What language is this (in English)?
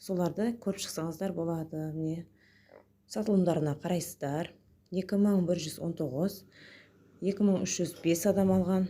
Kazakh